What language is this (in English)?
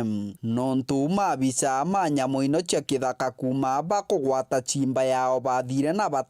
Meru